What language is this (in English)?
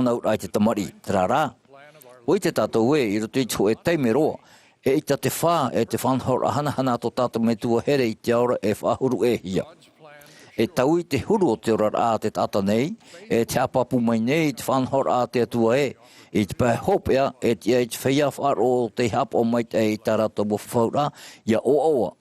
Tahitian